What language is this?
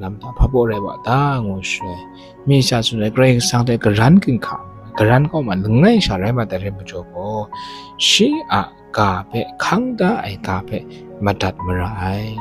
Kachin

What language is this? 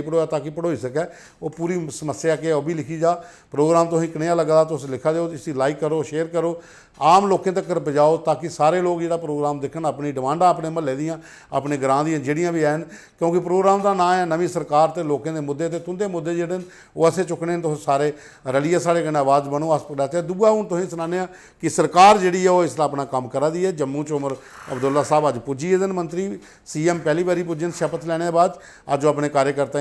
Dogri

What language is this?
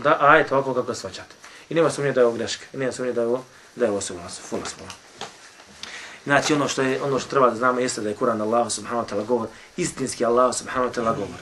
Bosnian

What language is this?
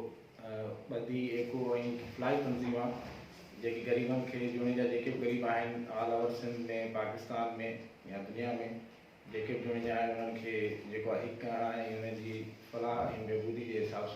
Sindhi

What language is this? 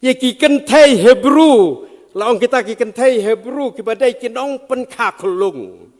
Khasi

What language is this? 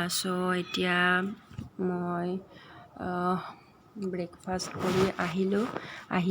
Assamese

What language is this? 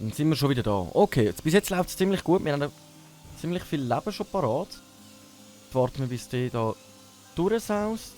Swiss German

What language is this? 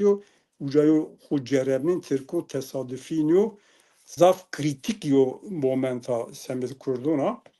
Zaza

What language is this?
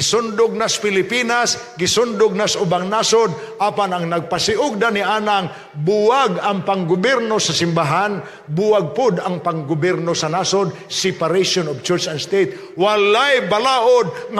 Cebuano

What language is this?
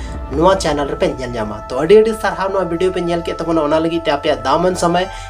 Santali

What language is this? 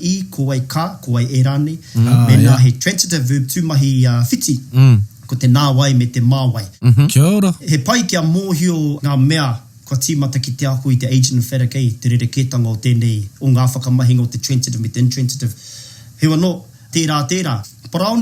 Māori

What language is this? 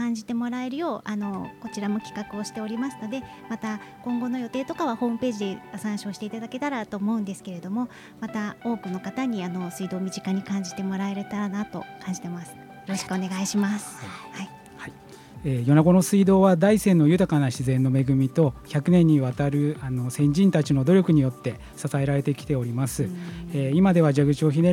Japanese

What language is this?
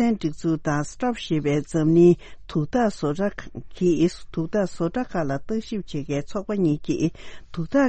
Tibetan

